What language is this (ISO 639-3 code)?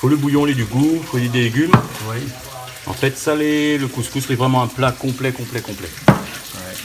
rcf